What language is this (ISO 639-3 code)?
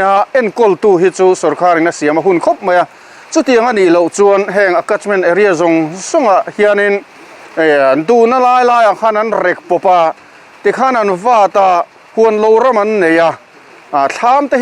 lus